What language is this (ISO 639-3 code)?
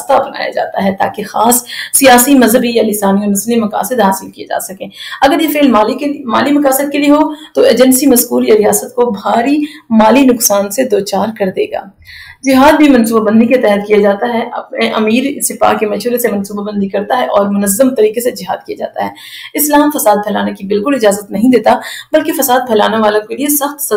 urd